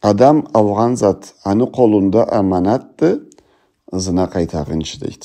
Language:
Karachay-Balkar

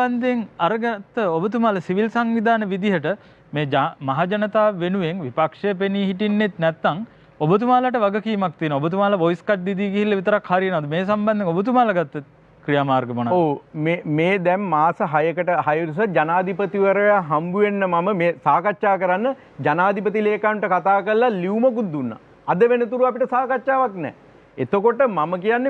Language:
Sinhala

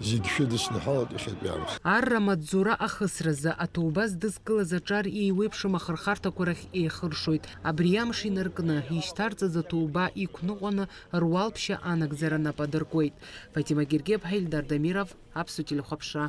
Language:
Abkhazian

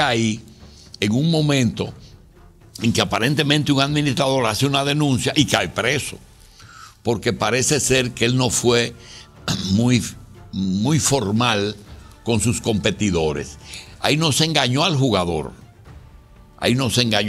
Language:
Spanish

